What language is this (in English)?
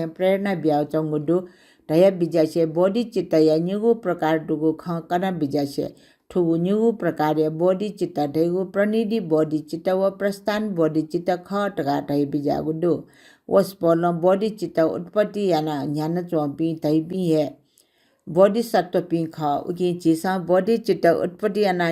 Newari